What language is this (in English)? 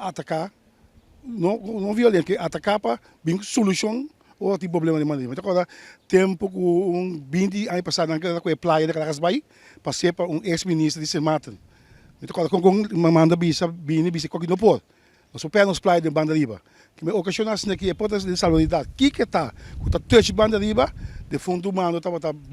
Papiamento